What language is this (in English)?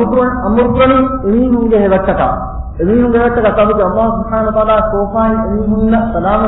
Divehi